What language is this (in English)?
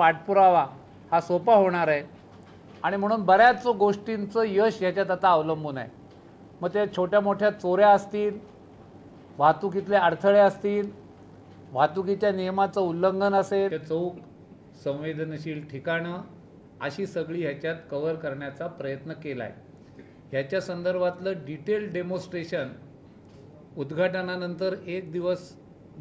Marathi